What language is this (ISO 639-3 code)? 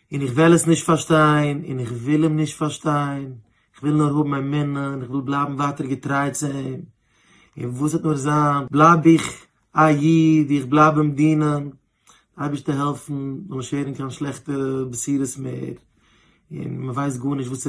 yid